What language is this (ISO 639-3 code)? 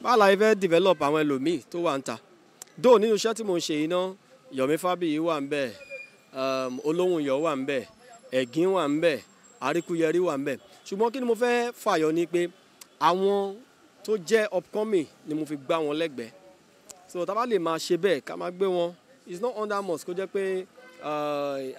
yor